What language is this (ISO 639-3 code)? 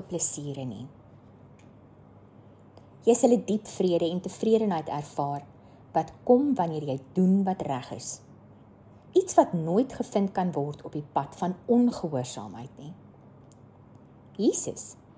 afr